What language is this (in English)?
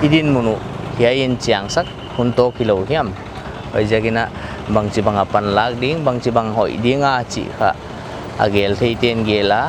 Paite Chin